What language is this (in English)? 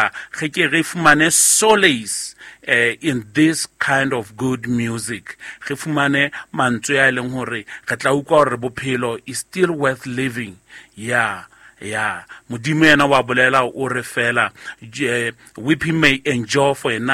Southern Sotho